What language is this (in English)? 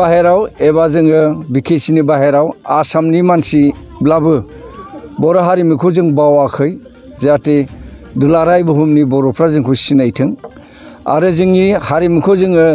Bodo